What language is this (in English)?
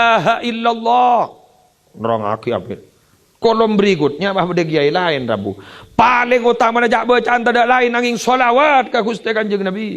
Madurese